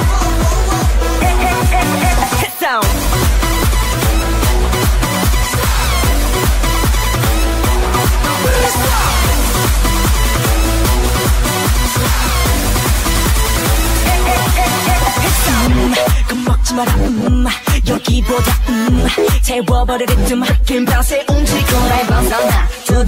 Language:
Korean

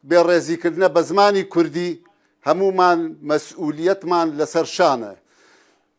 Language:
Central Kurdish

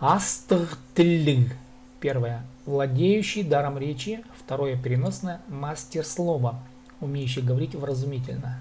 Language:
Khakas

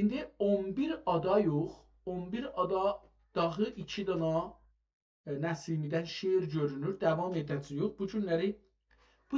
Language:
South Azerbaijani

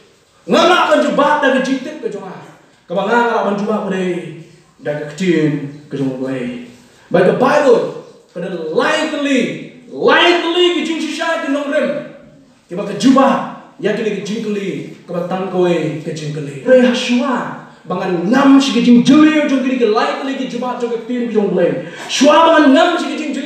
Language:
Khasi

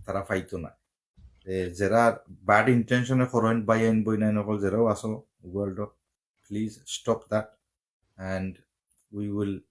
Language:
Sylheti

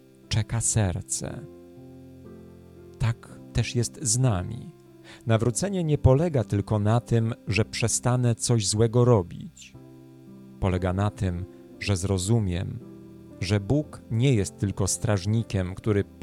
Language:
Polish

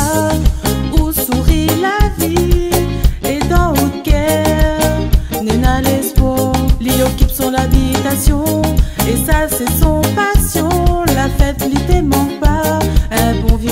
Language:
Réunion Creole French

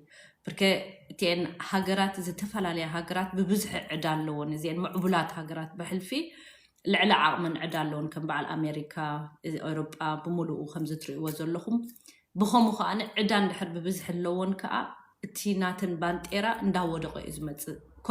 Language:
Tigrinya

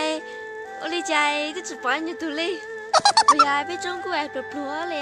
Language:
Hmong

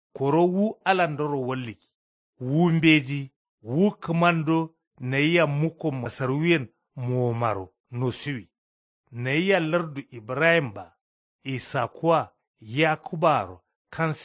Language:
Kanuri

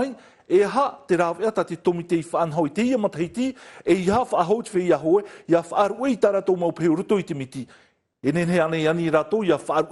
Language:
Tahitian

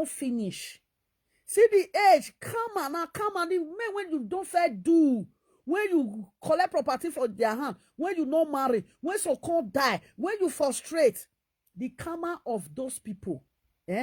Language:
Nigerian Pidgin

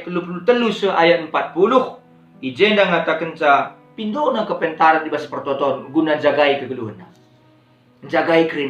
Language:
Batak Karo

